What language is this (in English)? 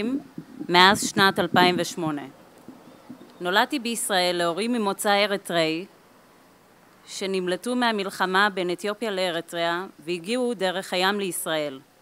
Hebrew